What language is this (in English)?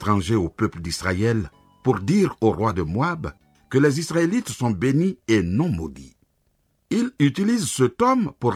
French